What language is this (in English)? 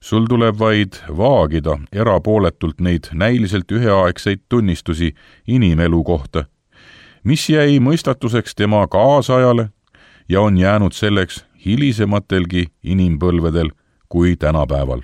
Estonian